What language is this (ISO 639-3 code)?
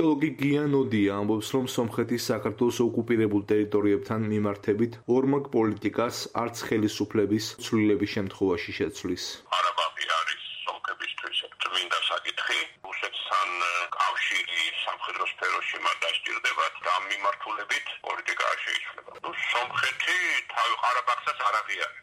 kat